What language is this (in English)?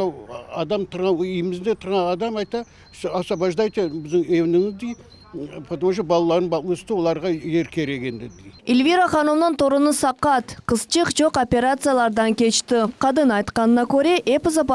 Crimean Tatar